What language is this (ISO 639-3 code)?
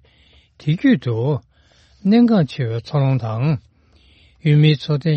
bod